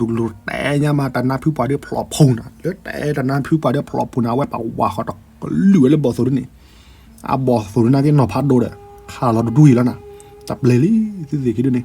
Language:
S'gaw Karen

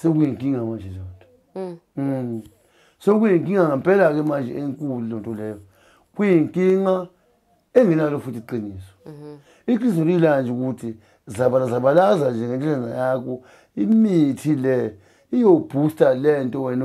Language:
Zulu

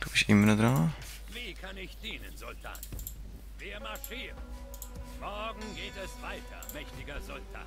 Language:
Swiss German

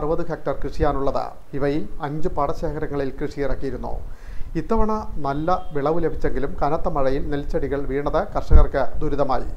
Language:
Malayalam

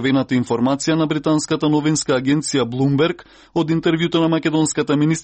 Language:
Macedonian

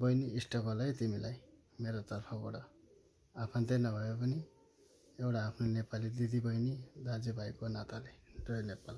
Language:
Nepali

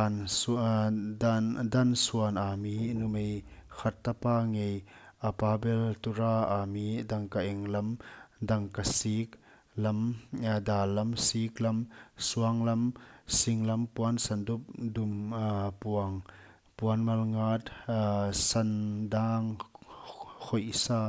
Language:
Paite Chin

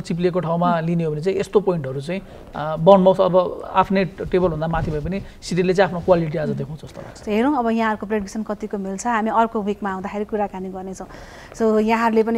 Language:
Nepali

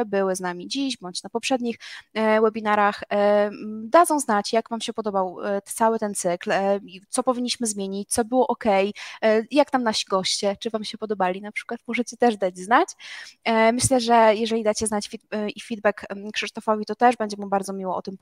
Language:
Polish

